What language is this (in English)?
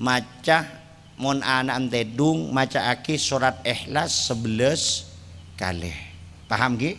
Madurese